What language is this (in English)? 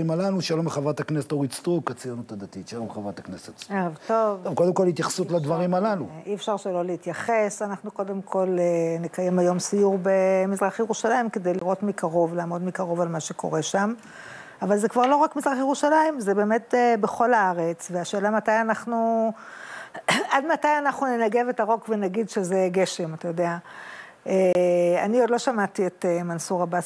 Hebrew